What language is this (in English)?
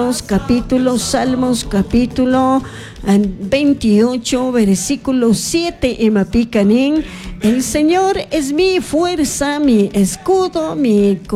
Spanish